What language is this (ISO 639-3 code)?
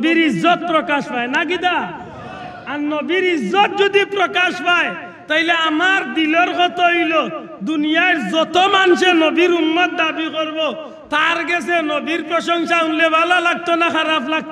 syl